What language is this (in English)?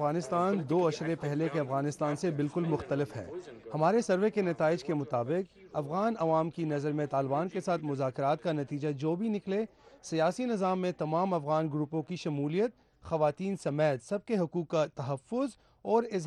Urdu